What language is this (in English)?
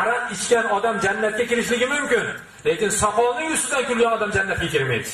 Uzbek